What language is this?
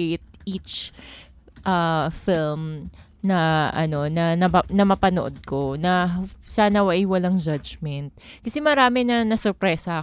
Filipino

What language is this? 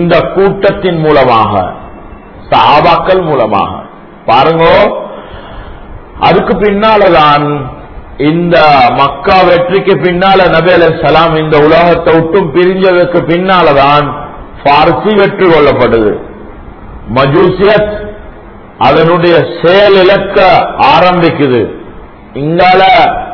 Tamil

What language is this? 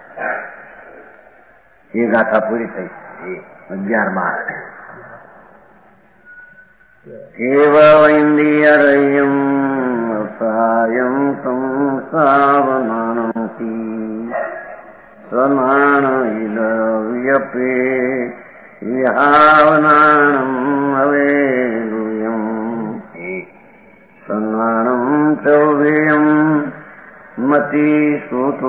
Gujarati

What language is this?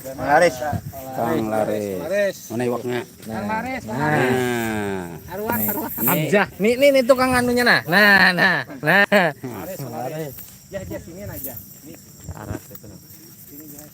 Banjar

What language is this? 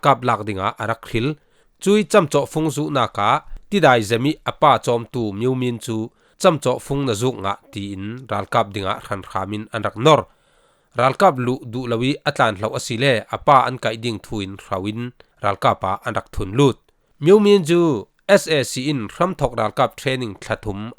Falam Chin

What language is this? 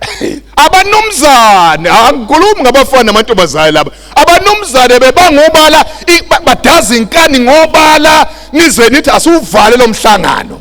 Zulu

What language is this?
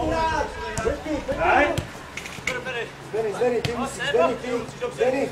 Czech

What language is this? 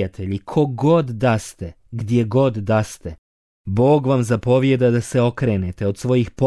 Bosnian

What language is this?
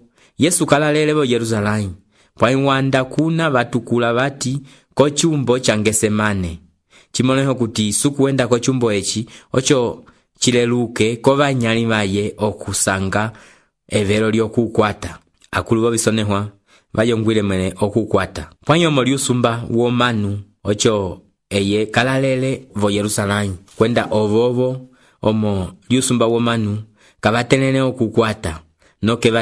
Umbundu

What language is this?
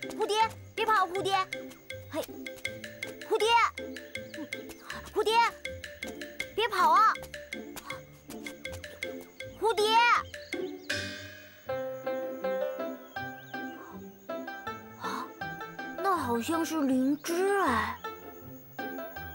Chinese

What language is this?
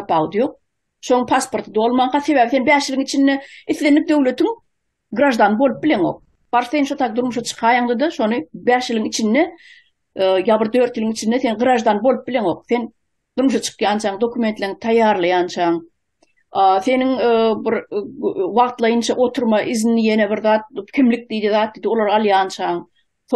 Turkmen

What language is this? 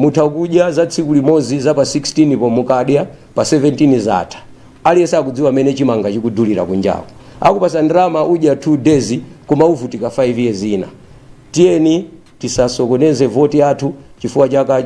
Nyanja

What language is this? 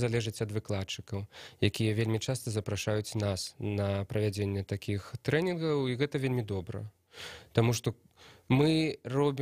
Belarusian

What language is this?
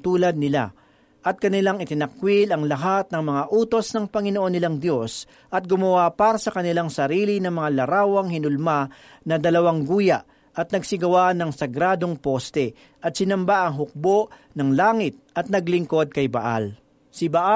Filipino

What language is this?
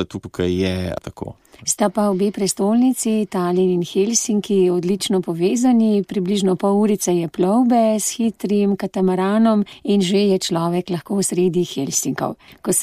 Slovenian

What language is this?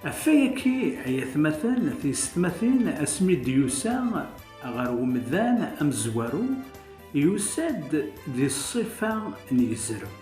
Kabyle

